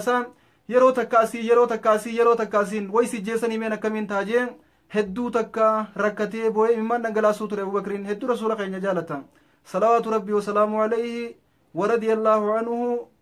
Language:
Oromo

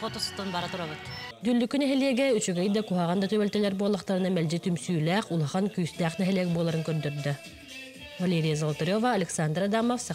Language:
Yakut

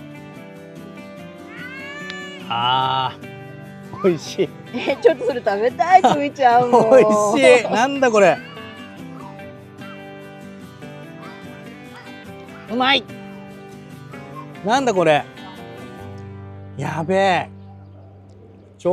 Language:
Japanese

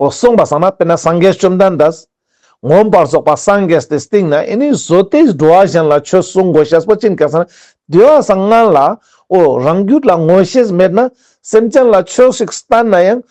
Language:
Ladakhi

